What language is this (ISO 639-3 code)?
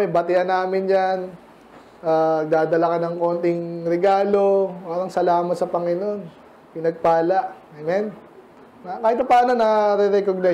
fil